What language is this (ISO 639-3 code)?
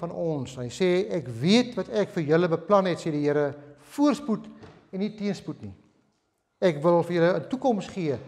afr